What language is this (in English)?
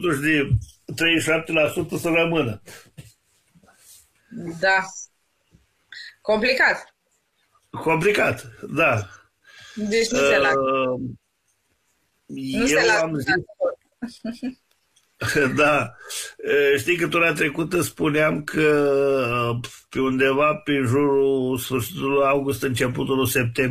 Romanian